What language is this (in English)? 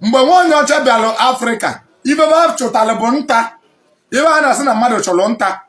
Igbo